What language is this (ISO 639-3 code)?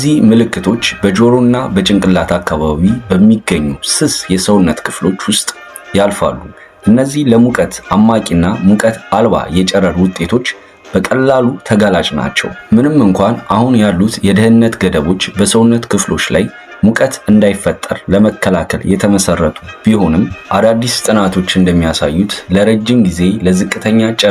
amh